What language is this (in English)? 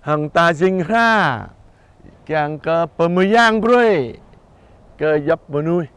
Jarai